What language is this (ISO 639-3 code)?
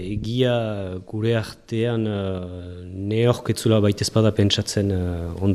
eus